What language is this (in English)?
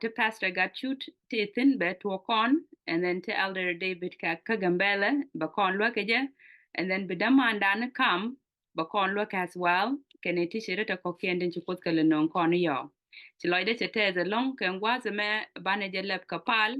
Nuer